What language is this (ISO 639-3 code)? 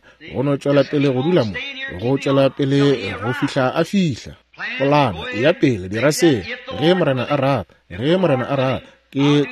nso